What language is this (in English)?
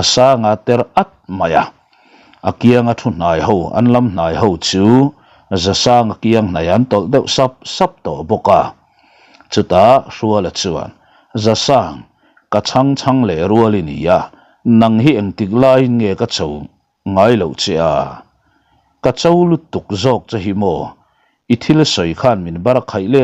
Mizo